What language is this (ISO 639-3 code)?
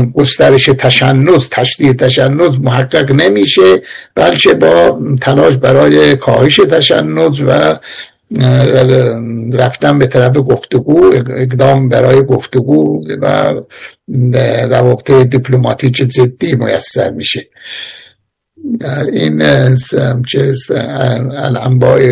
fas